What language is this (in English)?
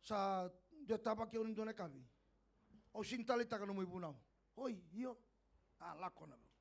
Fijian